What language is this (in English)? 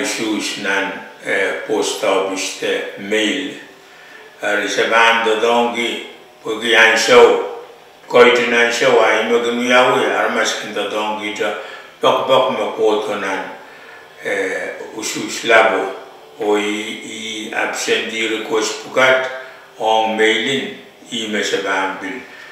Pohnpeian